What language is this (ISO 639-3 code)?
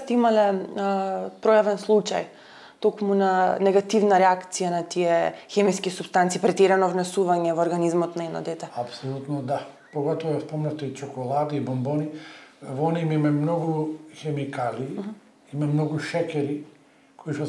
mkd